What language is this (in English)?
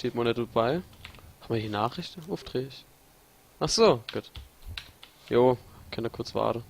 Palatine German